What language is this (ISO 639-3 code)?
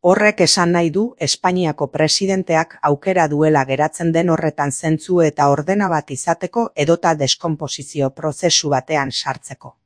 eus